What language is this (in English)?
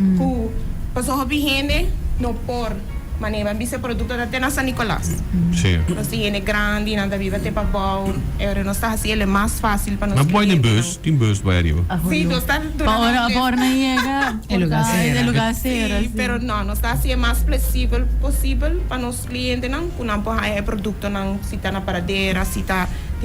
Papiamento